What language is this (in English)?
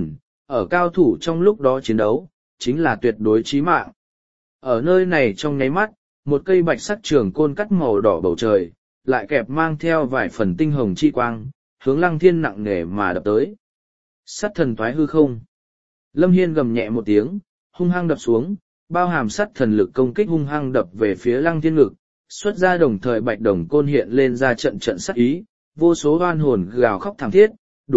Vietnamese